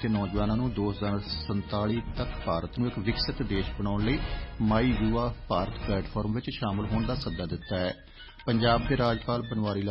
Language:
Punjabi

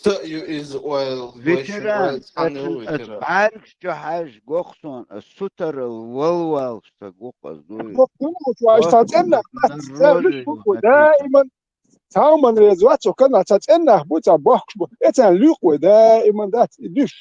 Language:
Chechen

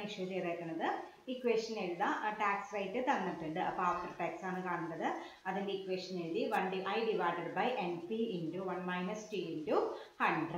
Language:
Malayalam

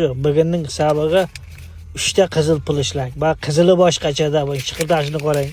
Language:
Uzbek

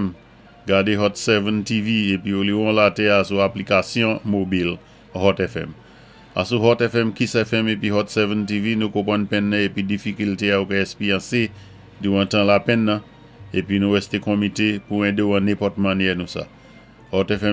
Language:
Saint Lucian Creole French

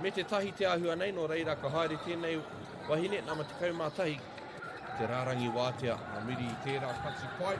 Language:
Māori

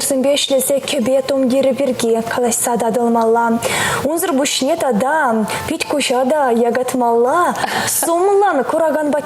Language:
Chuvash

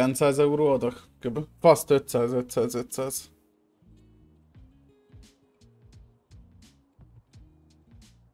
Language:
Hungarian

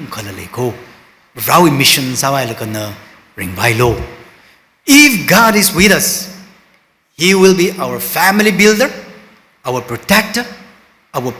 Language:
Tangkhul Naga (India)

